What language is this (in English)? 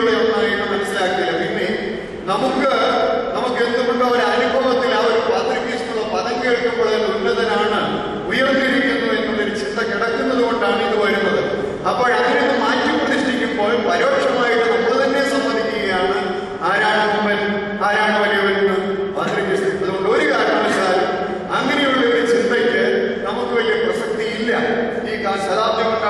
Malayalam